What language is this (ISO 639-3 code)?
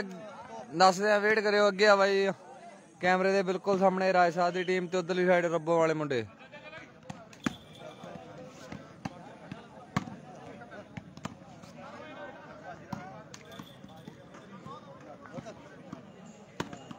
pan